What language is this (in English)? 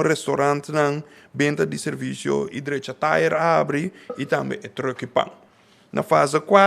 Papiamento